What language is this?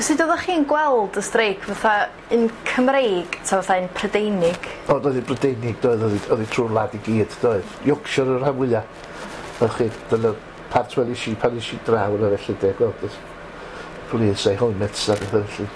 Welsh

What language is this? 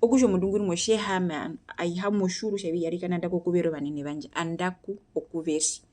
Herero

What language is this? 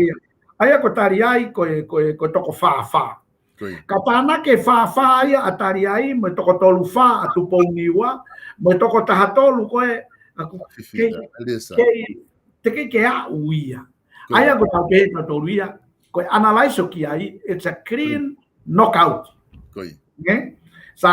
Tongan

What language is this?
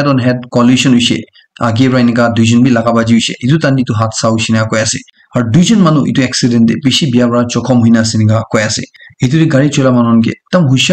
Naga Pidgin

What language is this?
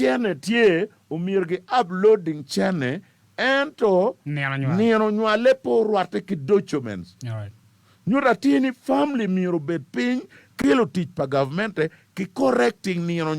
Acoli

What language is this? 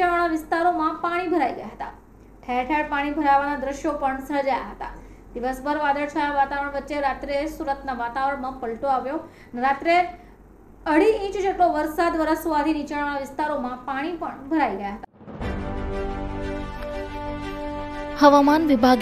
Gujarati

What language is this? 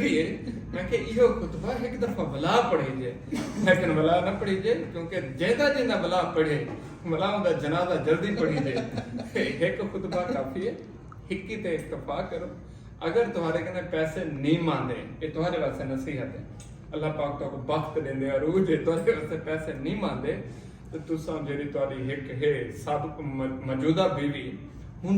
Saraiki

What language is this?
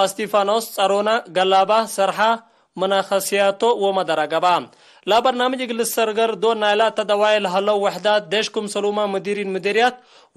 Tigre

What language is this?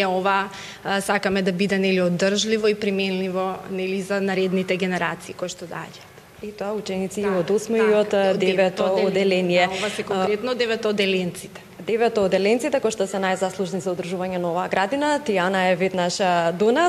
Macedonian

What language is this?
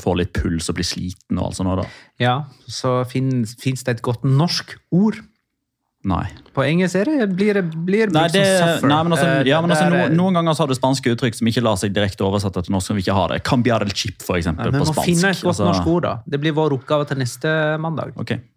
Norwegian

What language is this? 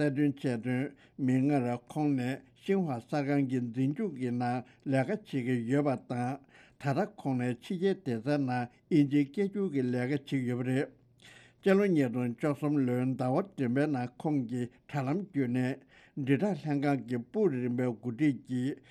Tibetan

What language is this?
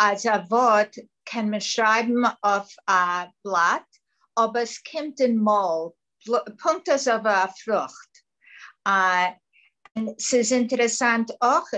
Yiddish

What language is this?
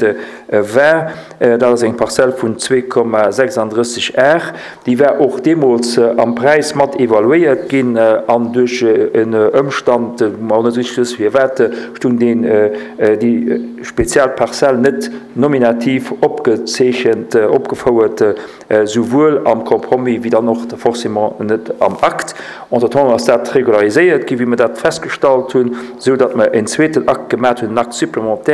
Luxembourgish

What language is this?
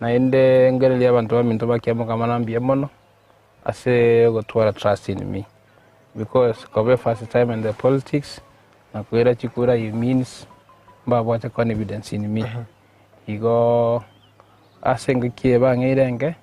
Gusii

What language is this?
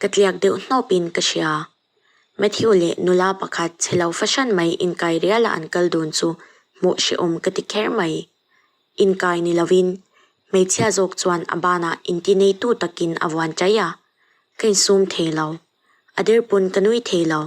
Mizo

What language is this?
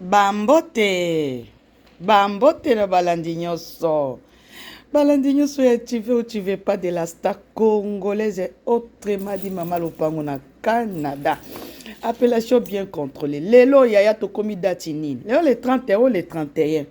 Lingala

